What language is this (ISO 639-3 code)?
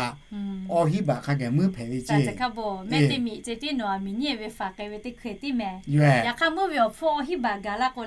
lhu